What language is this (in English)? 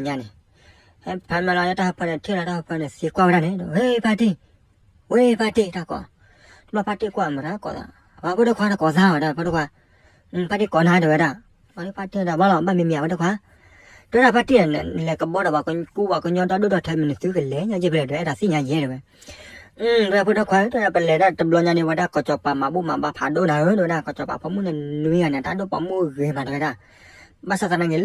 S'gaw Karen